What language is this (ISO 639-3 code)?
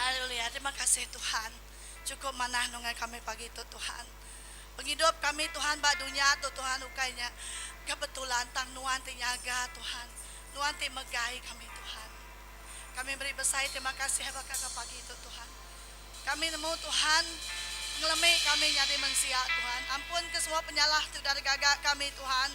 iba